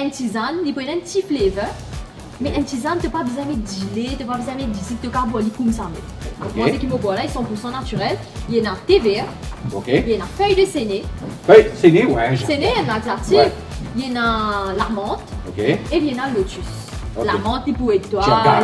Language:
Morisyen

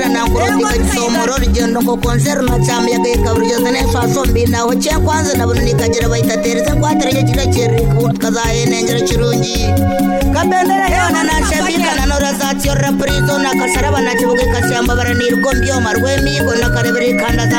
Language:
Kinyarwanda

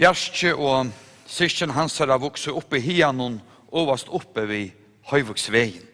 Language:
Faroese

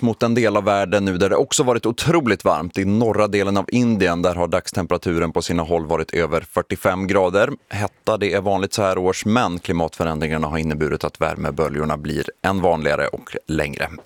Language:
Swedish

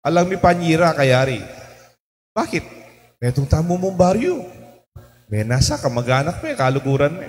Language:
Pampanga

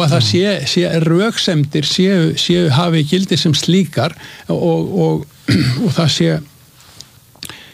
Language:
Icelandic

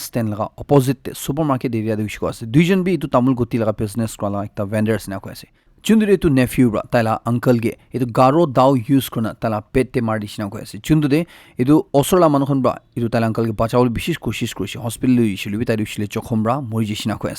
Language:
Naga Pidgin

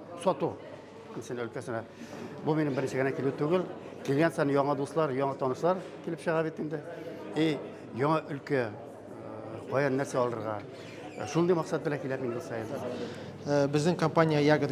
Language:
Tatar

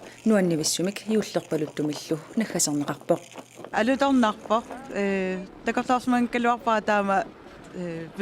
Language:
Kalaallisut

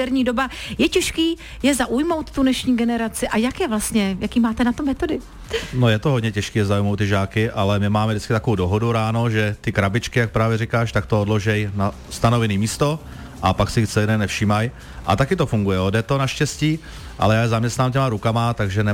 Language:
Czech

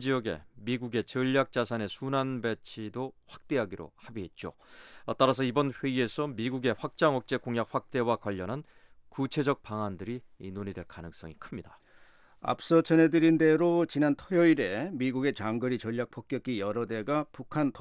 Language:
Korean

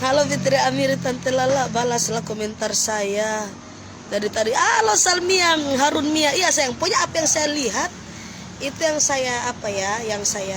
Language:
Manado Malay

